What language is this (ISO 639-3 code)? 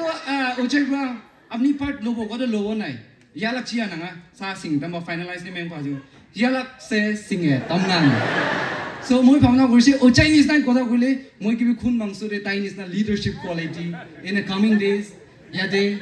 nag